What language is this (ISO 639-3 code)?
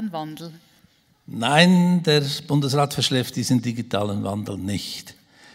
deu